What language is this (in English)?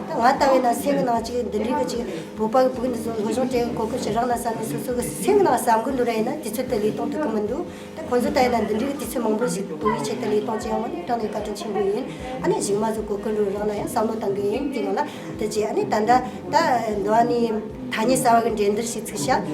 Tibetan